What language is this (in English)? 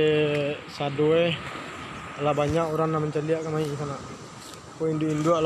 Minangkabau